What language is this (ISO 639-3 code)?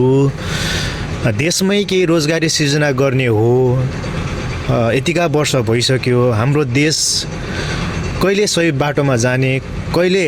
nep